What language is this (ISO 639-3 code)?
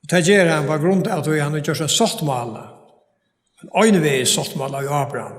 fao